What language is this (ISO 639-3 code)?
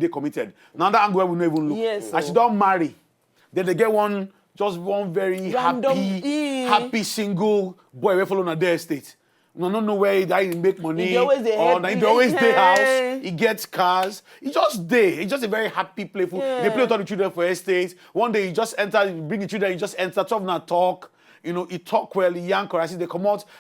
pcm